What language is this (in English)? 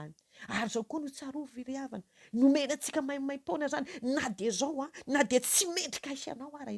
Malagasy